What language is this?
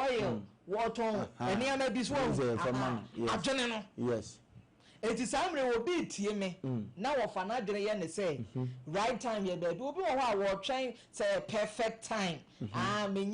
Akan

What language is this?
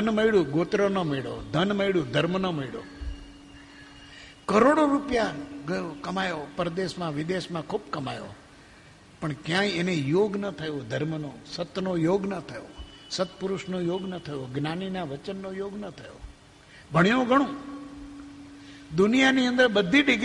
Gujarati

